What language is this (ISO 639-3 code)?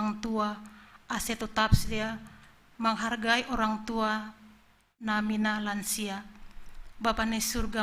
bts